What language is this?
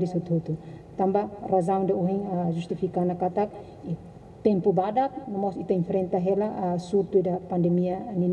Tetum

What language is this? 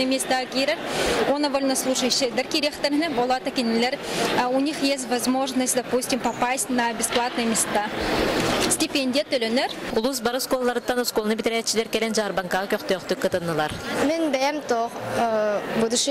Yakut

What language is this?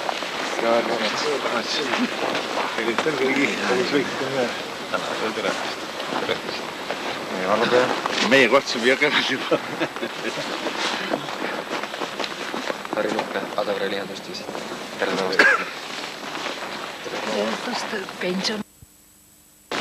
Estonian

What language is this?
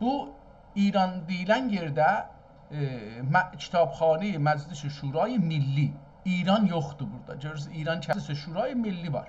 South Azerbaijani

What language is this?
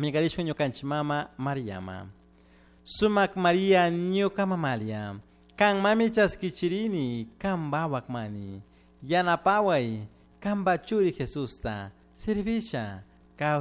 Chimborazo Highland Quichua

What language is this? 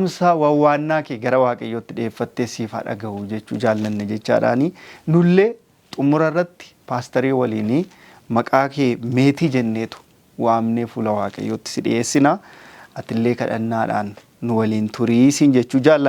Oromo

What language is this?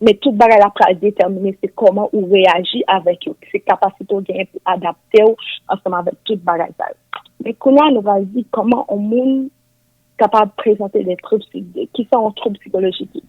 Haitian Creole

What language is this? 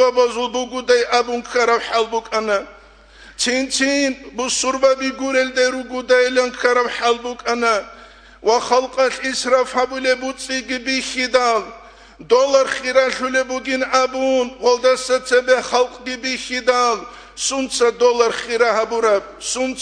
Avaric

